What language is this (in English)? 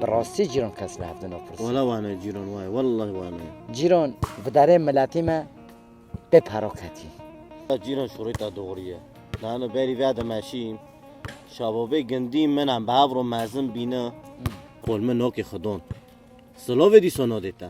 Kurdish